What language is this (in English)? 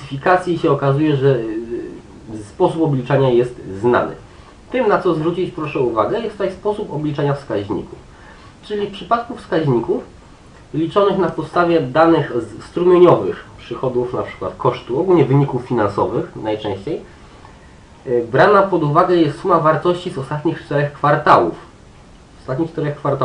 Polish